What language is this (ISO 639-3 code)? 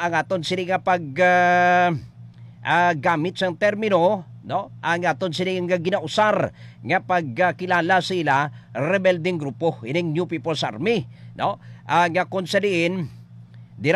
hil